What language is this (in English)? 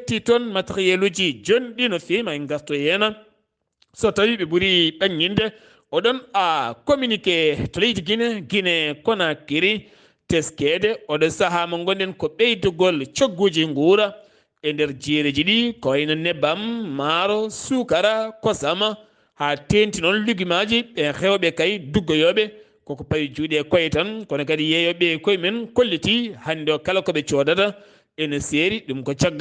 Fula